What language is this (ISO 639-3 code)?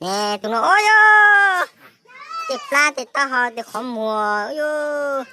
hmn